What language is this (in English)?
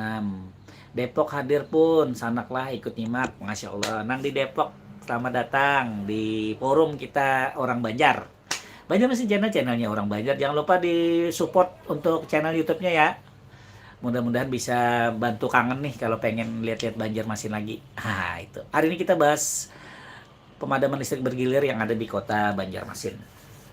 Banjar